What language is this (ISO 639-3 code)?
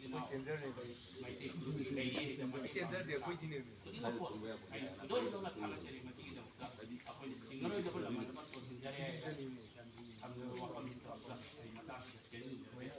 mni